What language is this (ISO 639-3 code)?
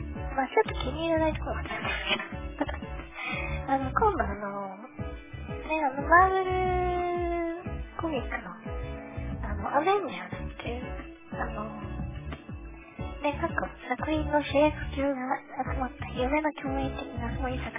jpn